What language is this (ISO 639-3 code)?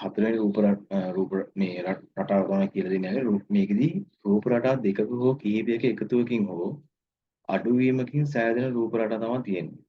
sin